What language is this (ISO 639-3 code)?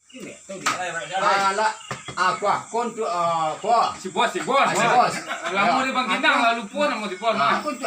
min